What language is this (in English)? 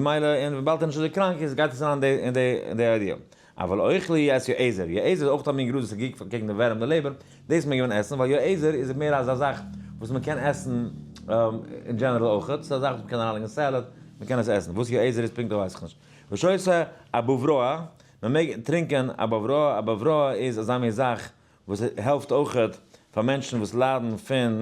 Yiddish